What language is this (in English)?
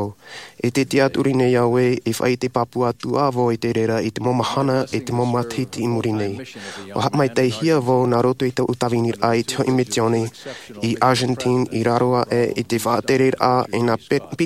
Tahitian